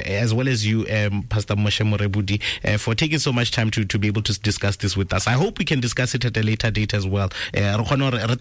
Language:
Tswana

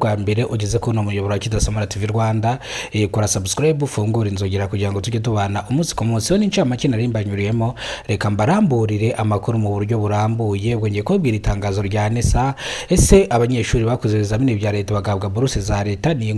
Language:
Kinyarwanda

